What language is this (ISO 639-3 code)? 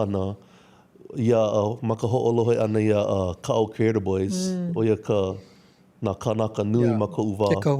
haw